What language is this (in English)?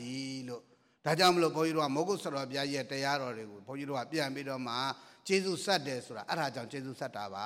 Burmese